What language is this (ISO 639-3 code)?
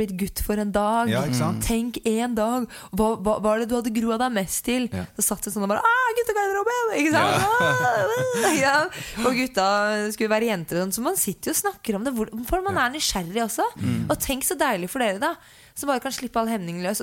nor